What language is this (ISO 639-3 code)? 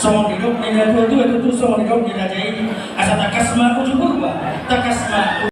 bbc